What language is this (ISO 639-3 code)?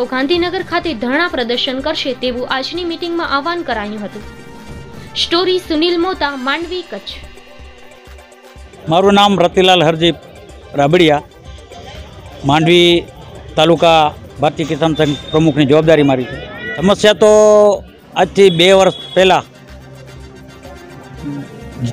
guj